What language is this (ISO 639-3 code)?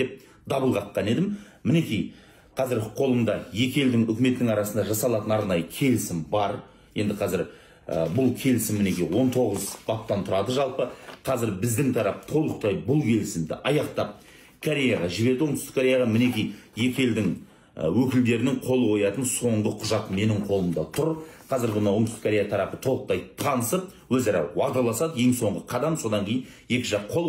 kaz